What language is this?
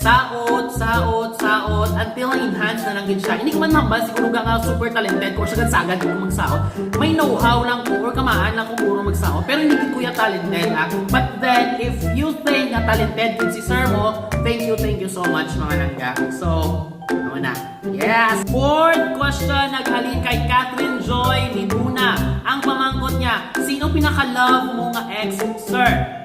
Hiligaynon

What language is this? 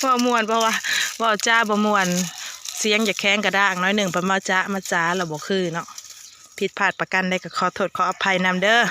Lao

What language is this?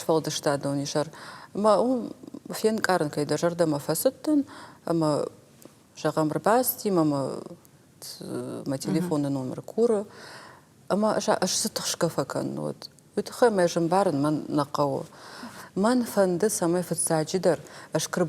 Ossetic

